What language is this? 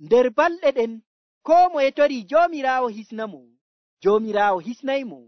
Nigerian Fulfulde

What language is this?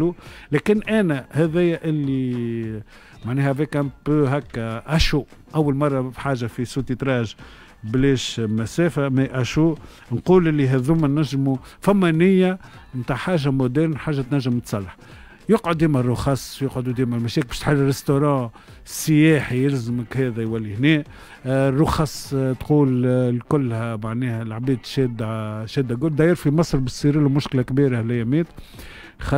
Tunisian Arabic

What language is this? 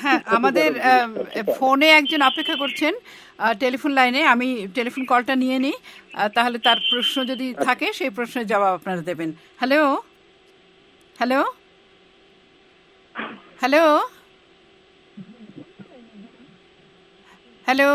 Bangla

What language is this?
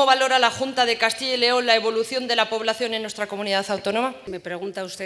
Spanish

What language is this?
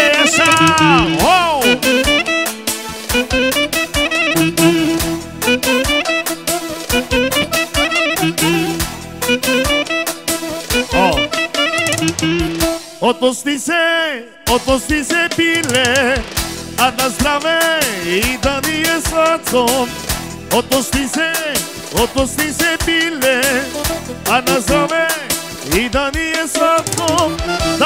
Bulgarian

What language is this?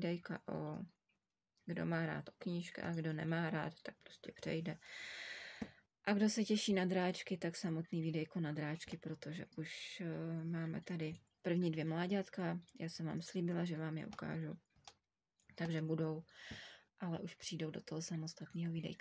Czech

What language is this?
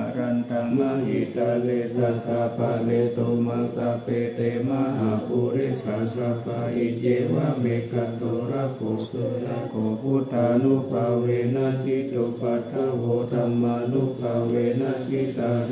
Pali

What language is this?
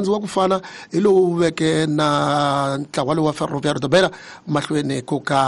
Tsonga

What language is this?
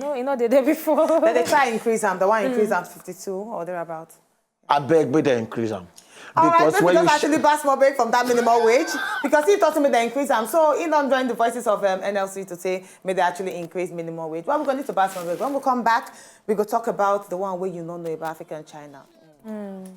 Nigerian Pidgin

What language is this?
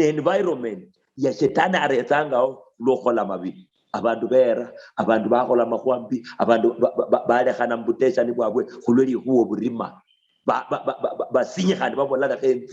Luyia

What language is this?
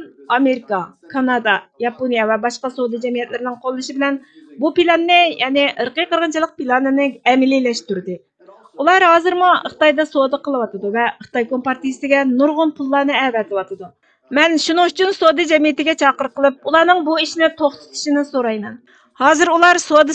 Uyghur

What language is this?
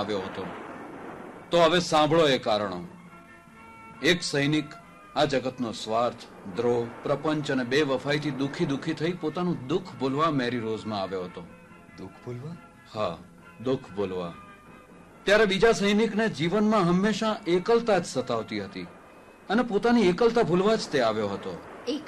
Gujarati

